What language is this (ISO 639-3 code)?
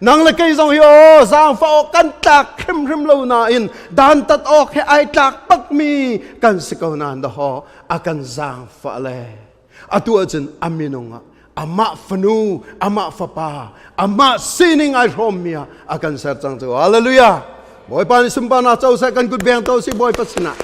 cnh